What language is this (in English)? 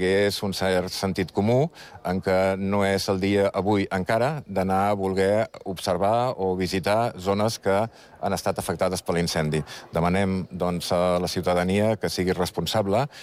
Catalan